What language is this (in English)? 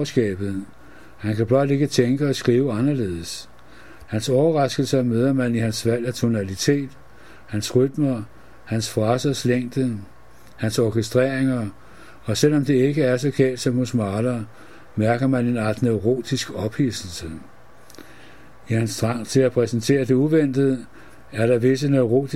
Danish